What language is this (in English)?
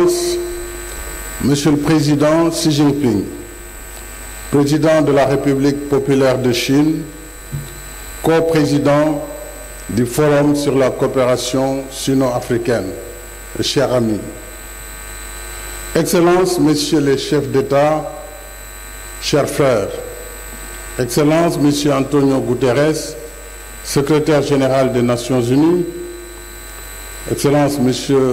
French